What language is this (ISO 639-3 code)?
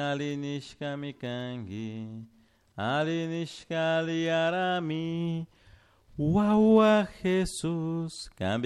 qug